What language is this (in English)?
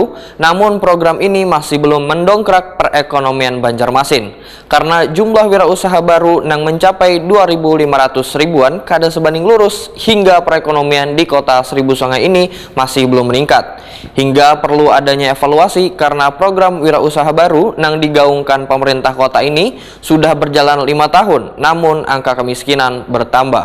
Banjar